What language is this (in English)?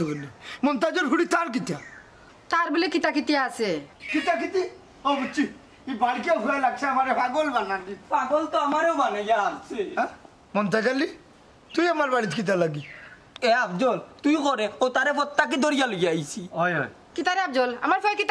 Sylheti